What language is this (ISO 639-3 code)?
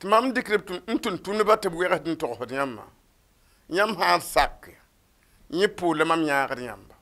mos